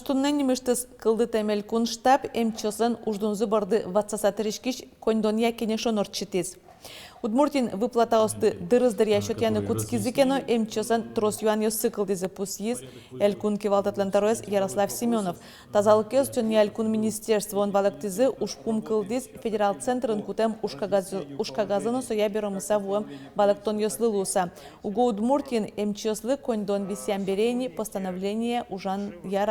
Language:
Udmurt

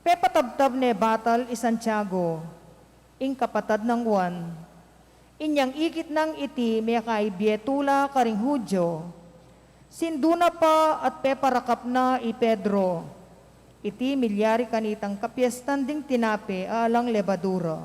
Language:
Pampanga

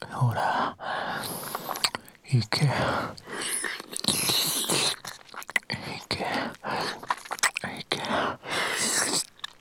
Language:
Japanese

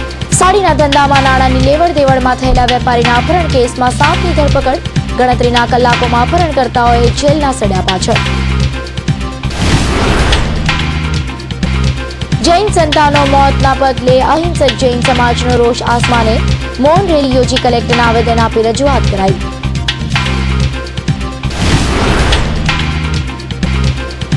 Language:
Gujarati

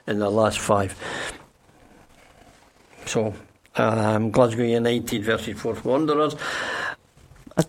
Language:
English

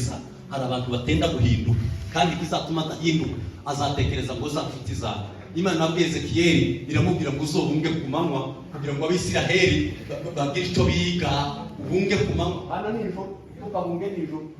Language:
Kinyarwanda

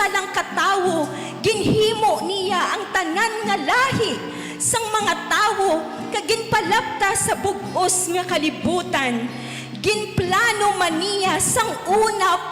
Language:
Hiligaynon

